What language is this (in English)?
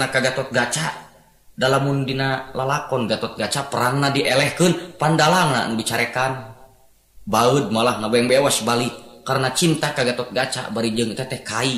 Sundanese